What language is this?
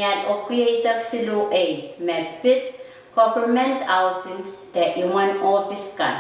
Pohnpeian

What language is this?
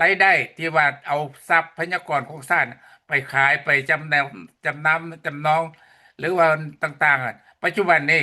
Lao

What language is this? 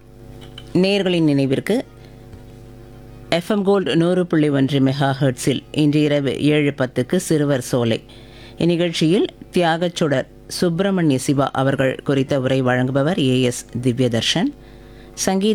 Tamil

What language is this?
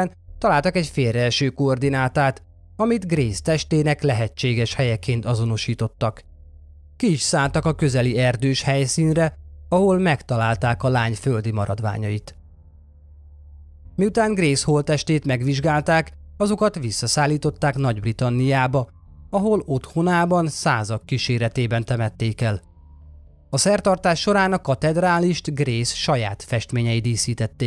Hungarian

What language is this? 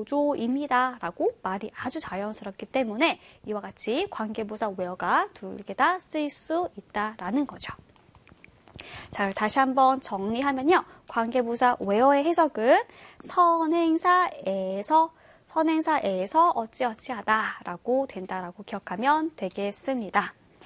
Korean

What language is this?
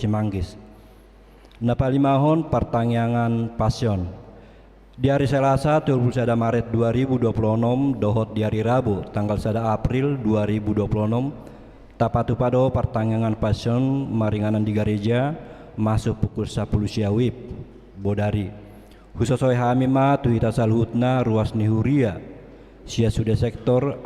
Batak Toba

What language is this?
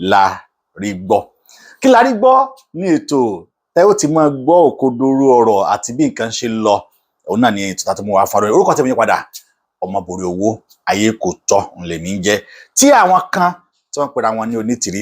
Yoruba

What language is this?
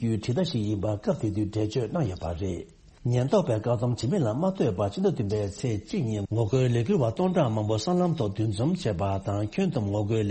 Tibetan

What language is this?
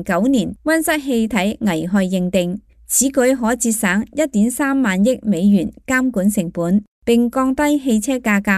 Cantonese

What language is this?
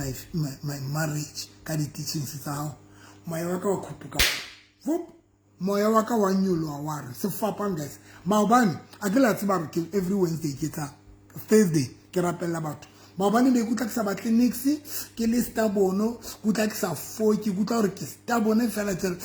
Southern Sotho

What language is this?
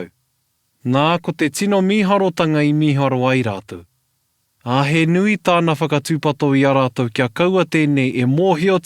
Māori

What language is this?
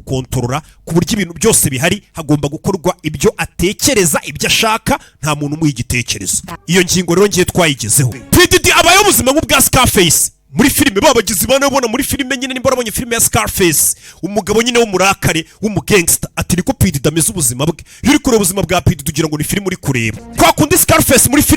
Kinyarwanda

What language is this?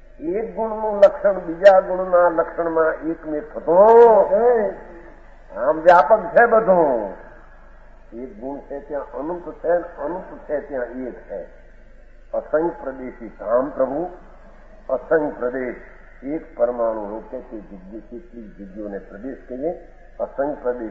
Gujarati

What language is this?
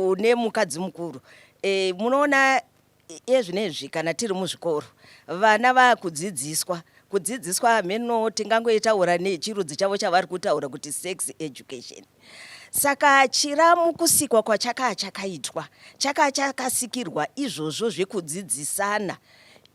Shona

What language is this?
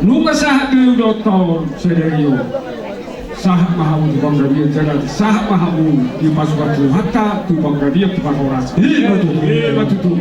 Batak Toba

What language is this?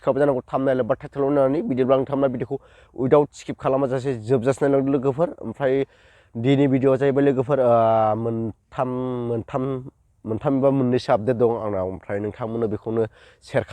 Bodo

